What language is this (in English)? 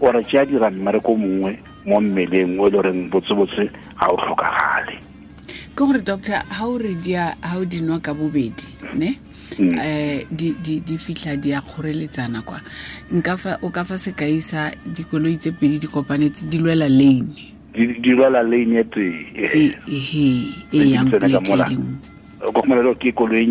Tswana